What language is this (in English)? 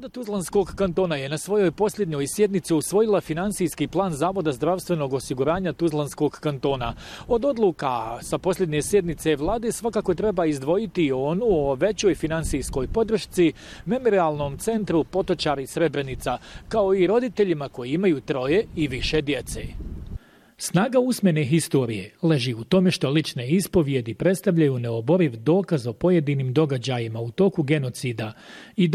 Bosnian